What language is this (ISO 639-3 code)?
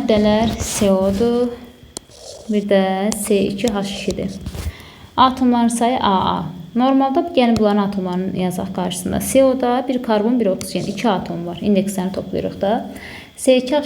aze